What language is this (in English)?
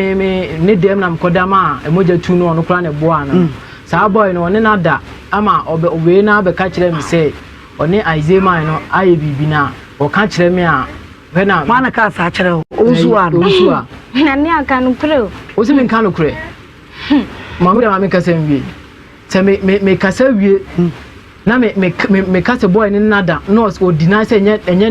Akan